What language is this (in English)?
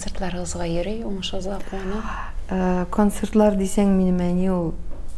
Tatar